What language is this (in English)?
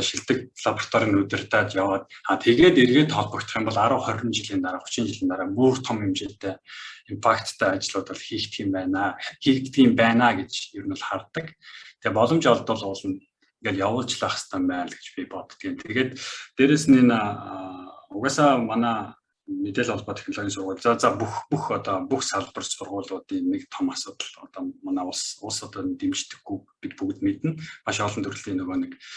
Mongolian